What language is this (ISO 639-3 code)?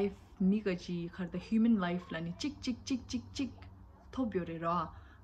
bod